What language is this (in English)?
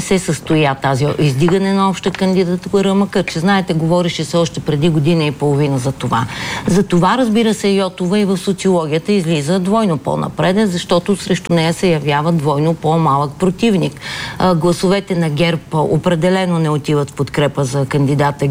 Bulgarian